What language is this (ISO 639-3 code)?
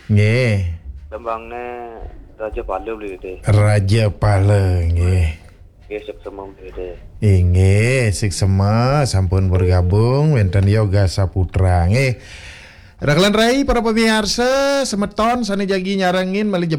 ban